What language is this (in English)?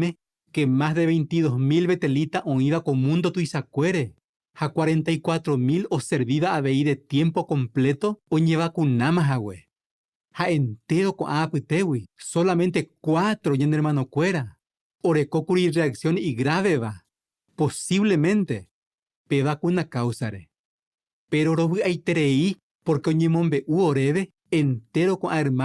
Guarani